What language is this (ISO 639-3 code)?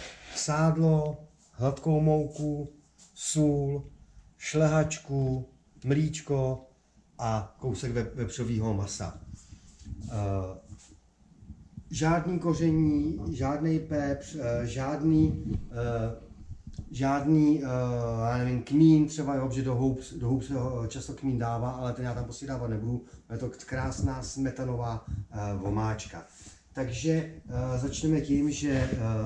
ces